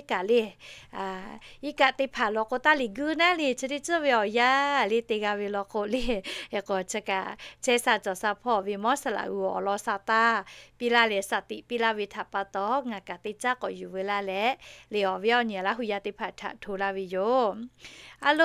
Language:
Lahu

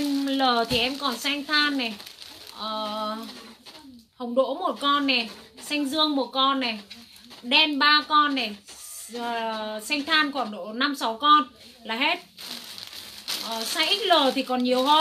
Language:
Vietnamese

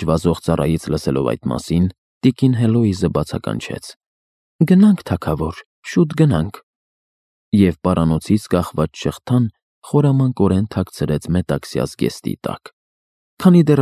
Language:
Armenian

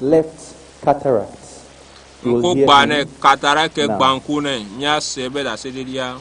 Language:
Ewe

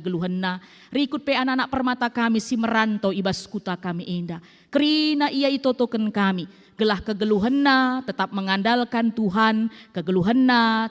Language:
Batak Karo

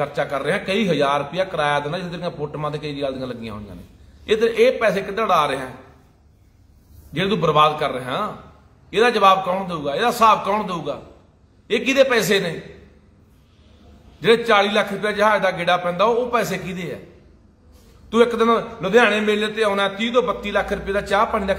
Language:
Punjabi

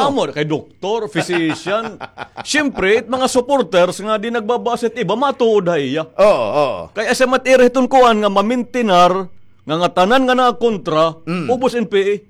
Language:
Waray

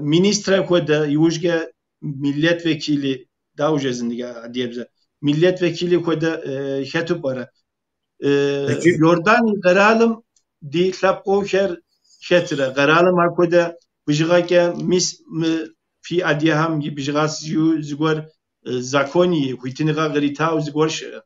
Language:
Kabardian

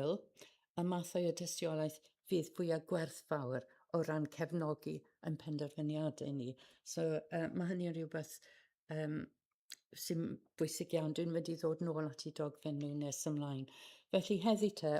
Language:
Welsh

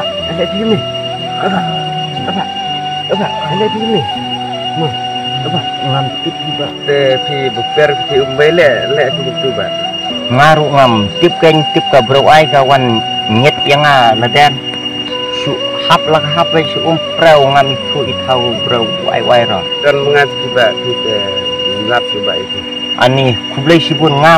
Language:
Khasi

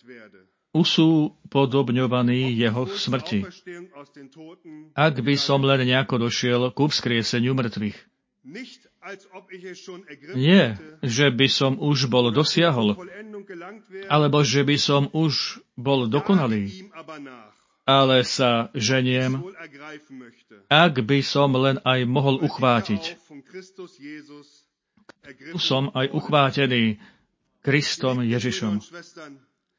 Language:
Slovak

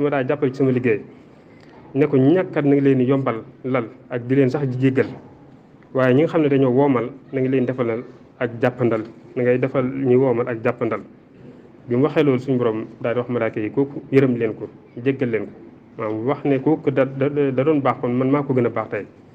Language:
Wolof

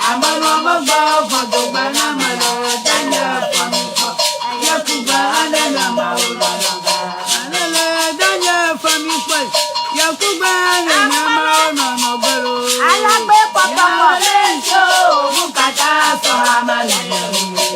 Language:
Ewe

